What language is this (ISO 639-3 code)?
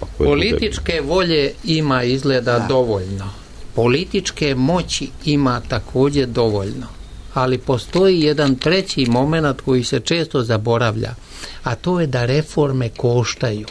srp